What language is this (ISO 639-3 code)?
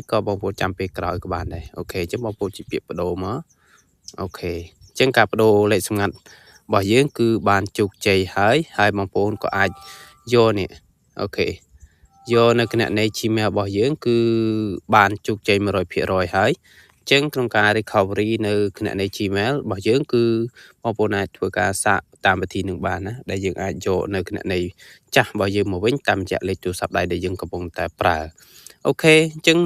khm